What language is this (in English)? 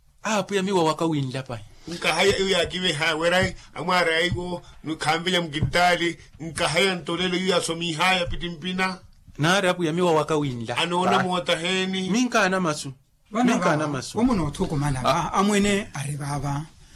Makhuwa